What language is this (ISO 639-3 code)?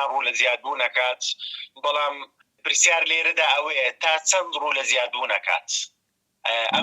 ckb